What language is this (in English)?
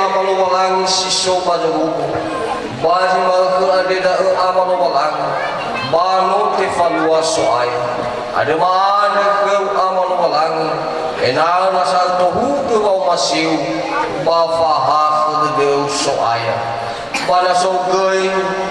Nias